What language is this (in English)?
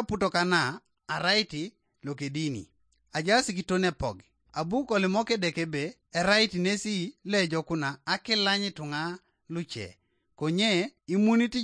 Teso